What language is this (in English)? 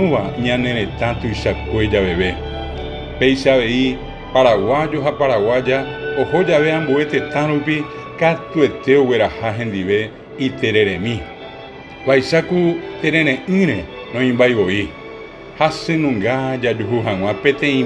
Guarani